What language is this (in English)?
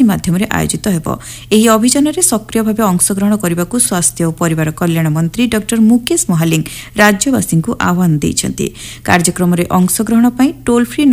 Odia